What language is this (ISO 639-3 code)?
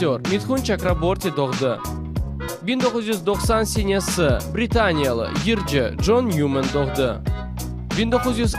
crh